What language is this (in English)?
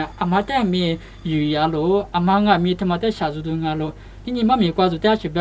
Lisu